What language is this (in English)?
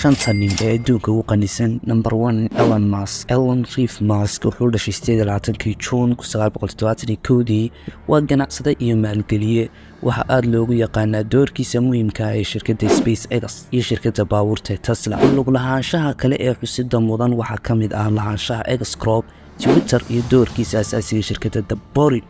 Somali